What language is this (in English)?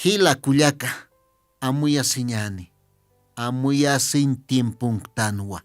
Aymara